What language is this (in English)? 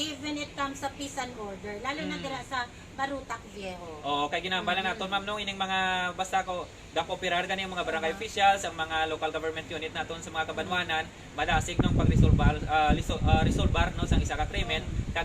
Hiligaynon